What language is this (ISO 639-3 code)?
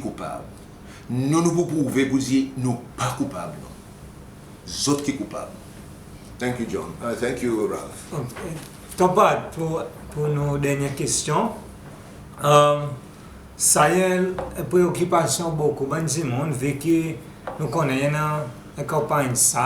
crs